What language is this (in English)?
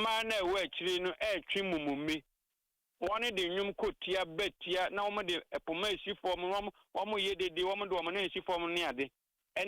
Akan